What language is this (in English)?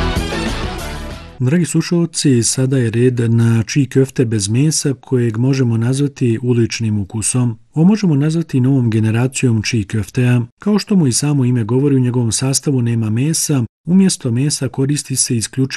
Bosnian